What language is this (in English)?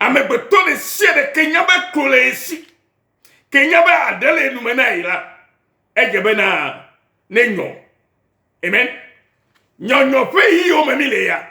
Ewe